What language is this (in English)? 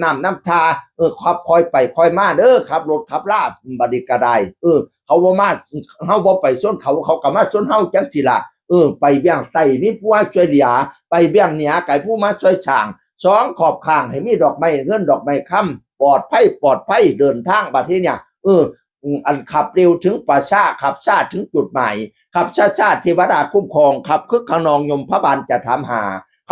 Northeastern Thai